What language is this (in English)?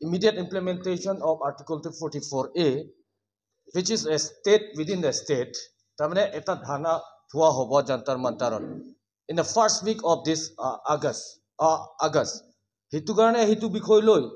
Karbi